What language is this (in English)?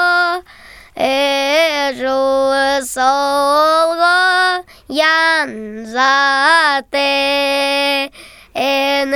Buriat